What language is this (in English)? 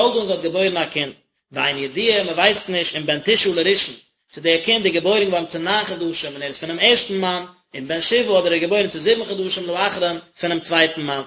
Yiddish